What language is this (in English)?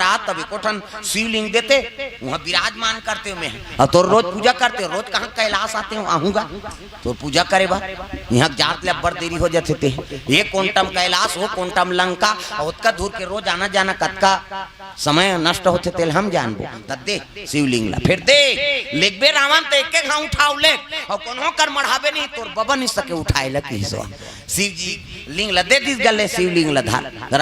Chhattisgarhi